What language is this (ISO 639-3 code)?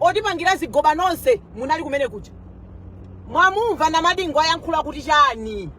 nya